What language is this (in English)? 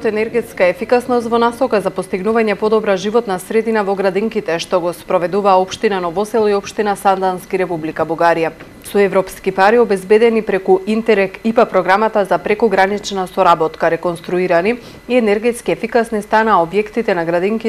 Macedonian